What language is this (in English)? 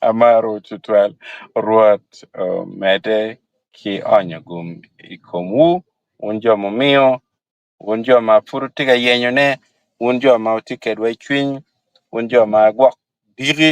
Acoli